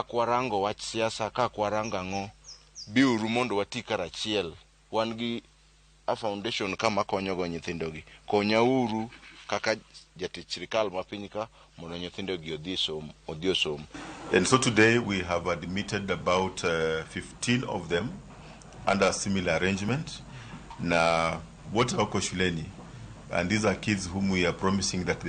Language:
Luo (Kenya and Tanzania)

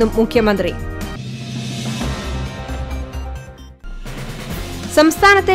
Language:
Malayalam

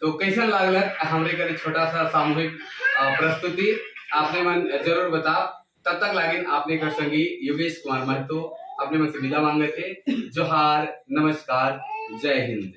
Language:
Sadri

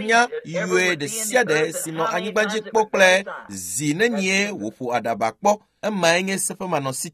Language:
Ewe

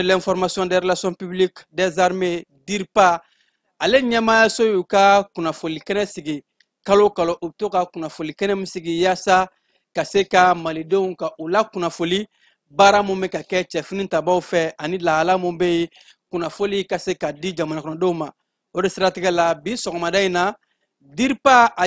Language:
Bambara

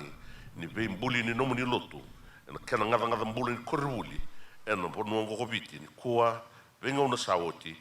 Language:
Fijian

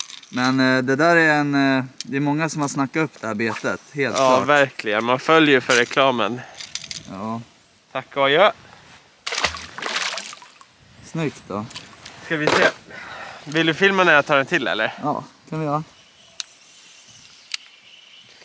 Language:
Swedish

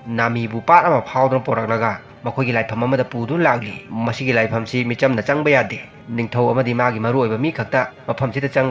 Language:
Manipuri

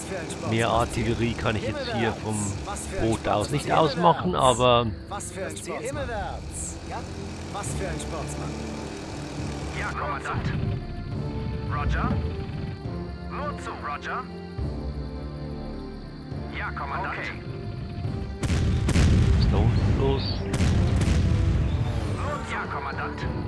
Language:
German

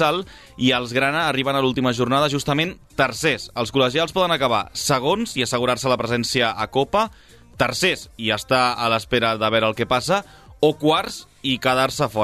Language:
Catalan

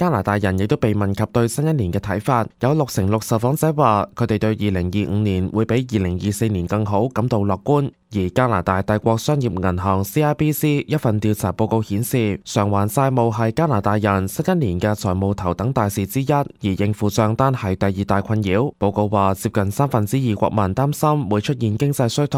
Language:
Cantonese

